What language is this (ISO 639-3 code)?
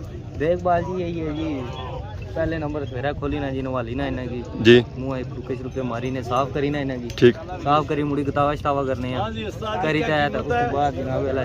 phr